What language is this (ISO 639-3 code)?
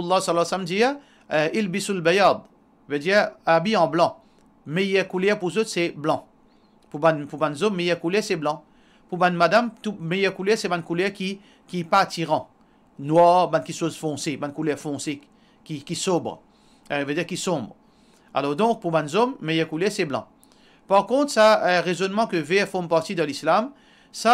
mfe